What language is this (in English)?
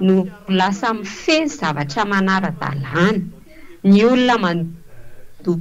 Malagasy